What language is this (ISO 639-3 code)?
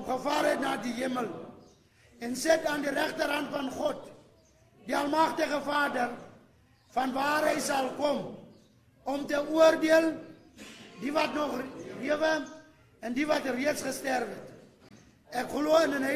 afr